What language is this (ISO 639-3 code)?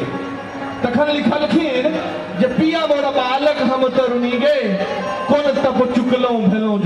mai